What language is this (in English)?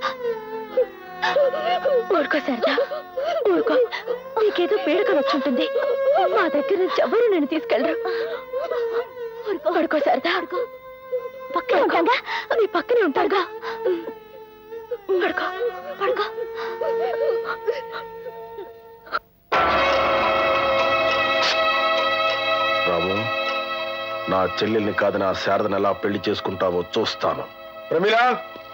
Telugu